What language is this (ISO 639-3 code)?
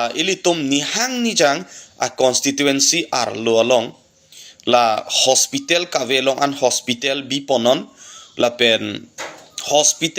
mjw